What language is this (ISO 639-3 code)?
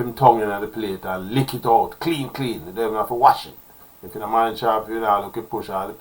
jam